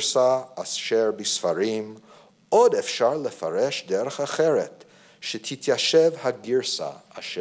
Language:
Hebrew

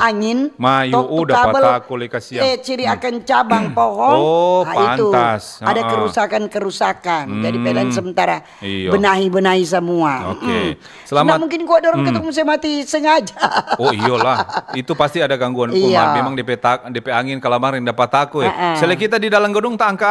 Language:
Manado Malay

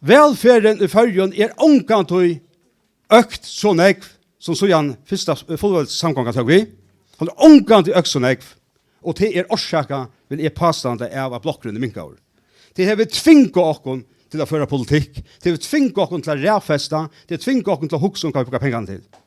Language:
Faroese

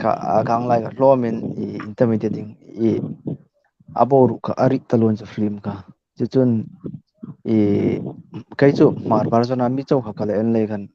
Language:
Hmar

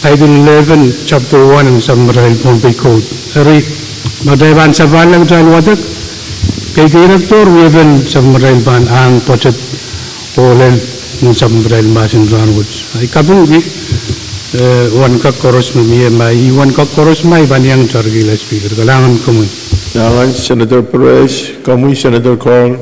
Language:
Pohnpeian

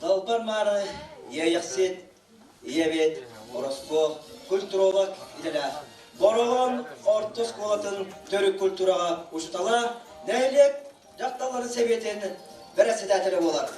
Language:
Yakut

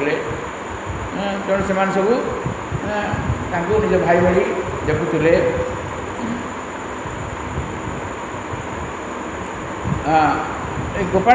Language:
Odia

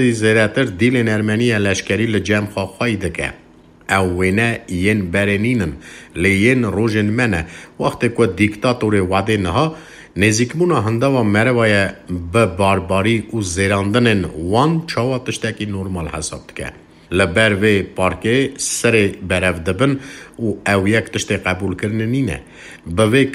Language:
Kurdish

